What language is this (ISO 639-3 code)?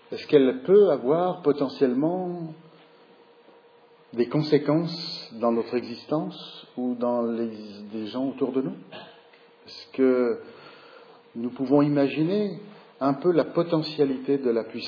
fra